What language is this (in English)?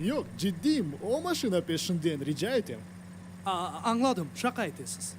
Crimean Tatar